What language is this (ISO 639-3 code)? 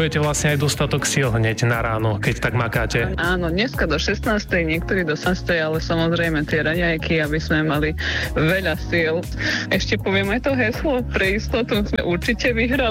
slk